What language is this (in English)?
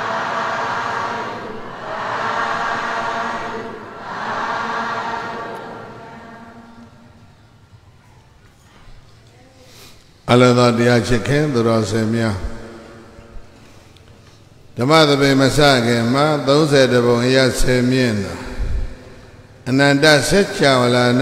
Burmese